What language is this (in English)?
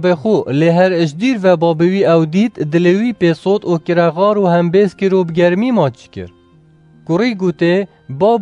Kurdish